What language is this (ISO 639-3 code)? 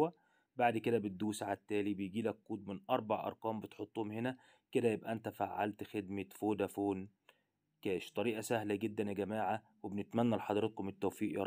arz